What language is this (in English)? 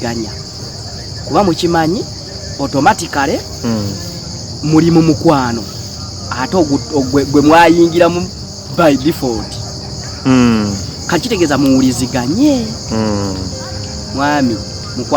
Ganda